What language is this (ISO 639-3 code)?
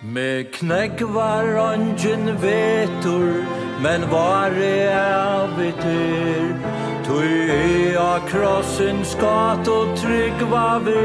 fao